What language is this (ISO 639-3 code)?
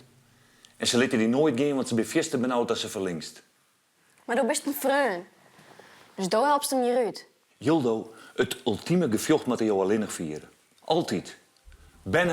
fry